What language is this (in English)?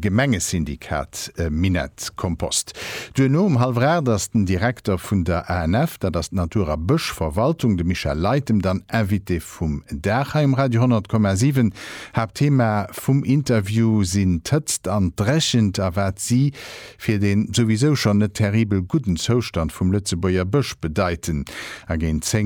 Luxembourgish